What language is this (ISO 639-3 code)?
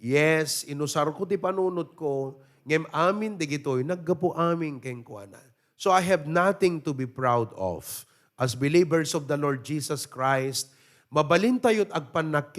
ilo